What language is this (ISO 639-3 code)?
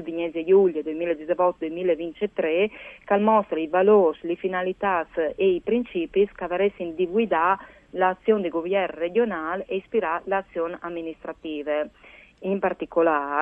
fur